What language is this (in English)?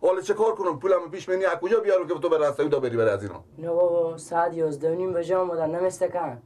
Persian